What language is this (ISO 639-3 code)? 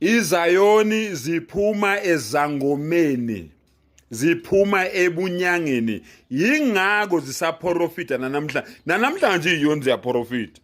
zul